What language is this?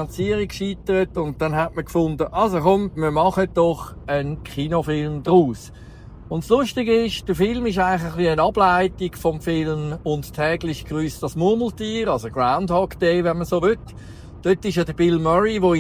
Swiss German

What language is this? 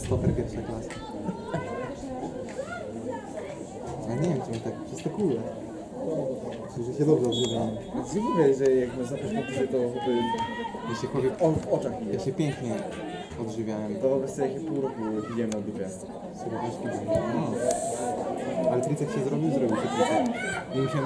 Polish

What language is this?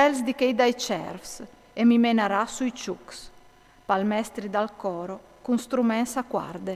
Friulian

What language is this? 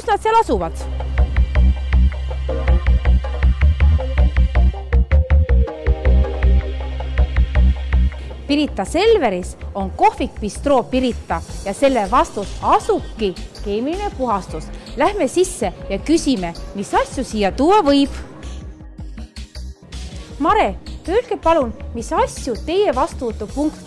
Estonian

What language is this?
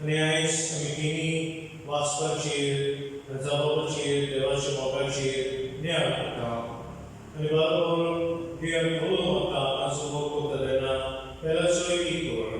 Konkani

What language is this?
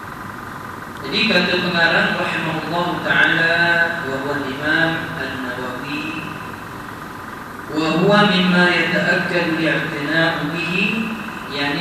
Malay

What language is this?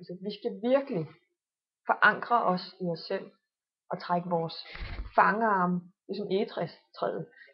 Danish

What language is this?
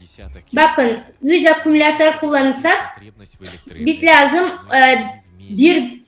Gagauz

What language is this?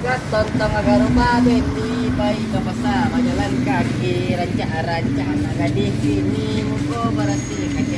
Minangkabau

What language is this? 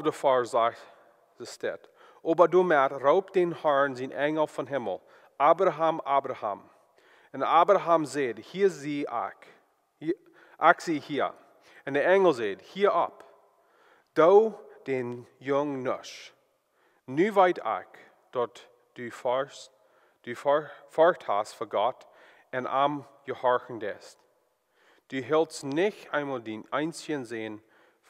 Plautdietsch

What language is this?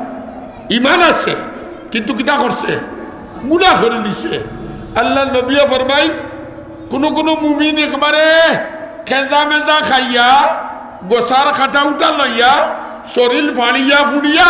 Sylheti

